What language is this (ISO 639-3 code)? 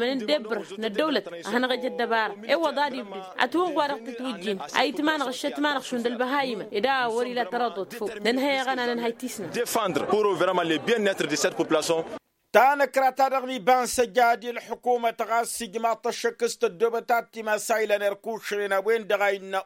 taq